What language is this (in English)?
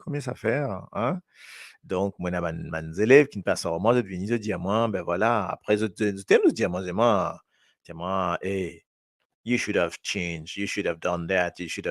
Morisyen